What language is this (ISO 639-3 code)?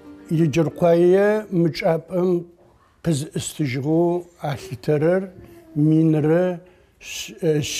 ady